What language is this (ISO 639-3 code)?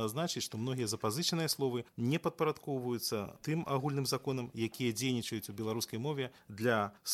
bel